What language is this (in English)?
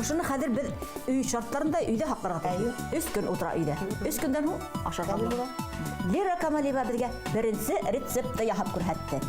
Bashkir